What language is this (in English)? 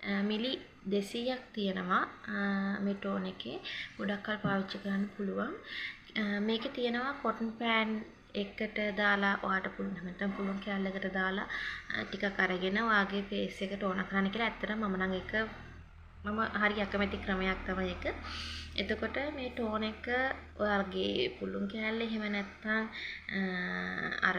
Sinhala